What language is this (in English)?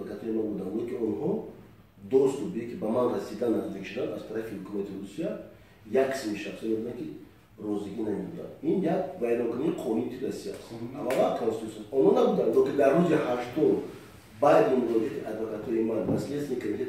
Tajik